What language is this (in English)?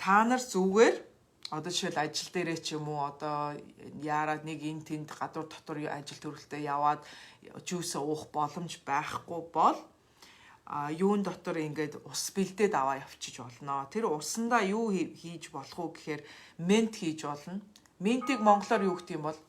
Mongolian